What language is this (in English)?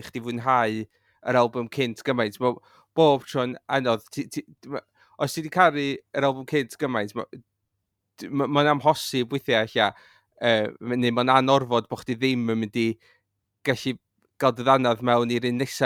Welsh